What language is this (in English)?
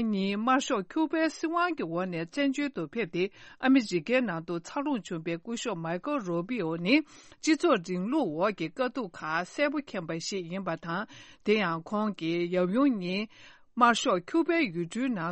Tibetan